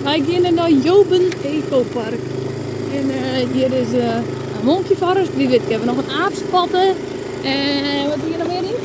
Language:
Western Frisian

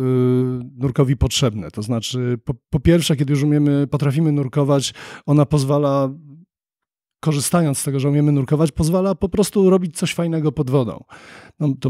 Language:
Polish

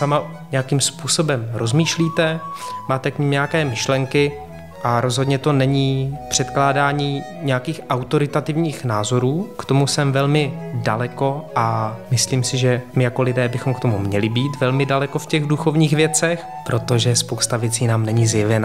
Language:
Czech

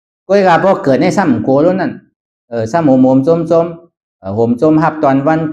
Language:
Shan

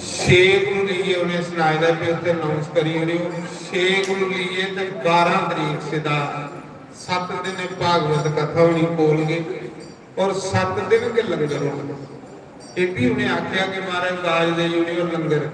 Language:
Dogri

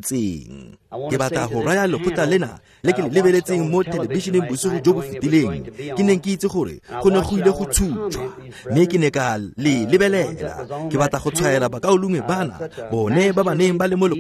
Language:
Tswana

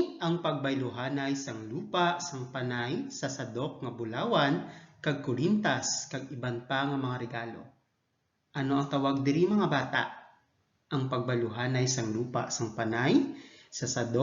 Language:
Hiligaynon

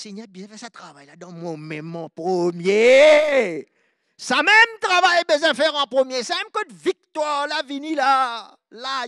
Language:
Morisyen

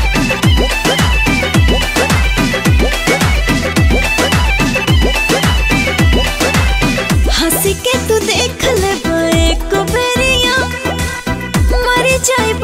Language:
Bhojpuri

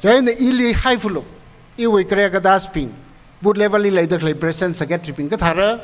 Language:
Tangkhul Naga (India)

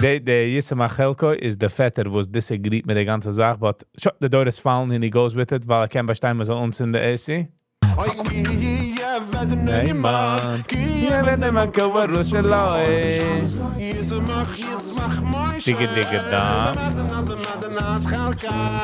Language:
Yiddish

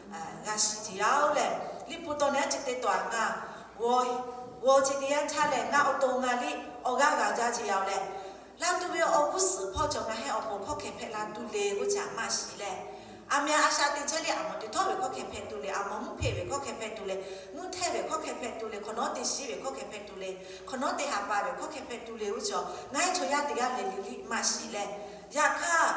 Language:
Lahu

